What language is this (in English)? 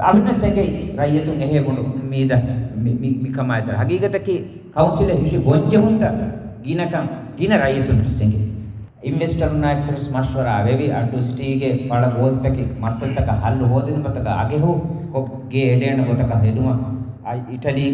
Divehi